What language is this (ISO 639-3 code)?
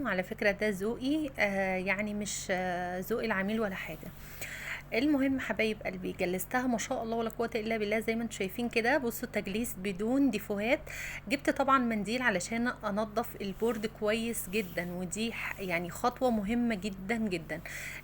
arz